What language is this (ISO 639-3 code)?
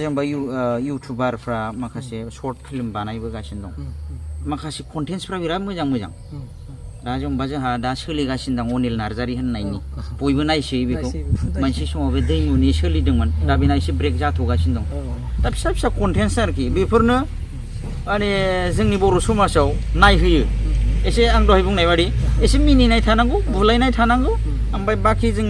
brx